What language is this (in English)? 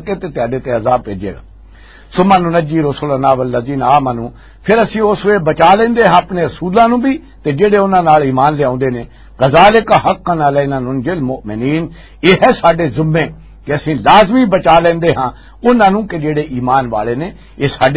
Western Panjabi